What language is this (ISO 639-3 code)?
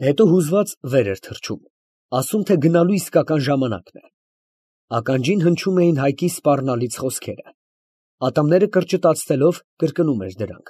hye